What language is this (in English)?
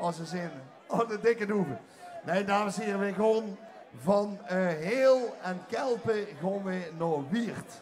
Limburgish